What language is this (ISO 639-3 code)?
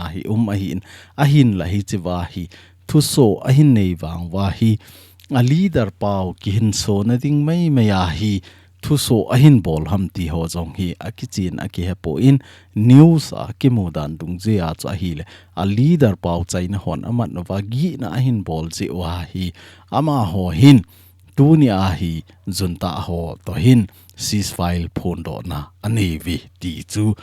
tcz